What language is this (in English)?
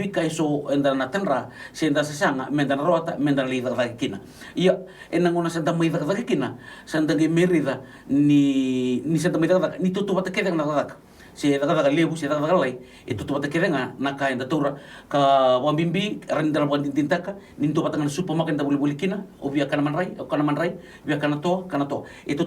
Fijian